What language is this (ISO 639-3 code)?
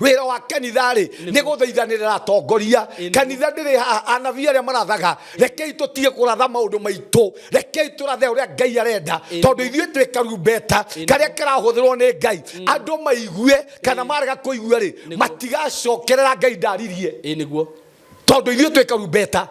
kik